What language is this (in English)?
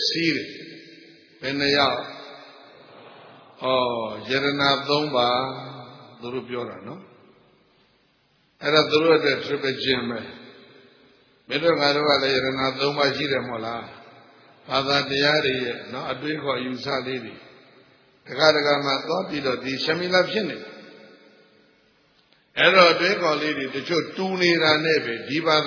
Burmese